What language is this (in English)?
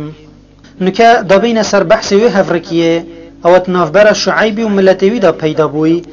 Kurdish